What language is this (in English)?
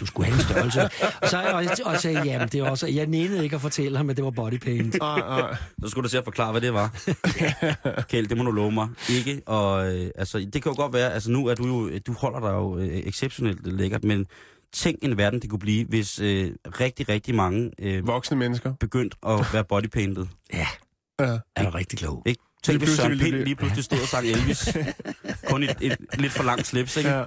Danish